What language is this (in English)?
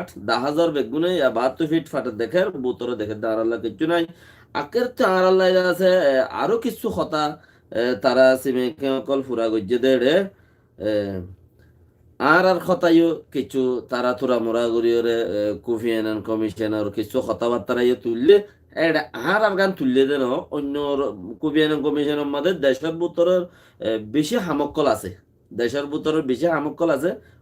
Rohingya